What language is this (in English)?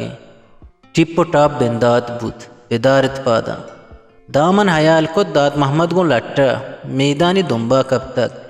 Eastern Balochi